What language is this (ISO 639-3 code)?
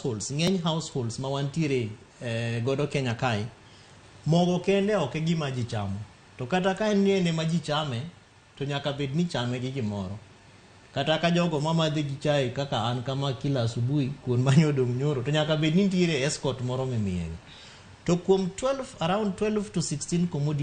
luo